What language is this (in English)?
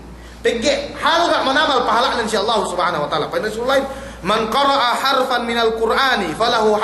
Yakan